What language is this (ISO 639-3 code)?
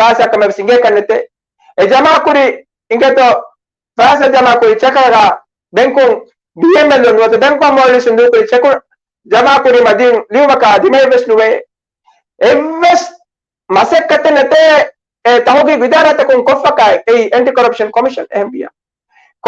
div